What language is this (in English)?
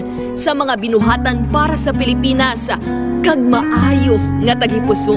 Hiligaynon